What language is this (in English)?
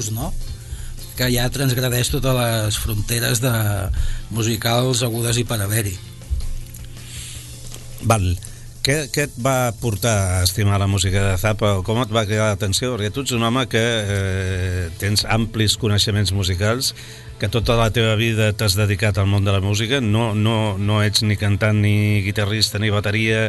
Catalan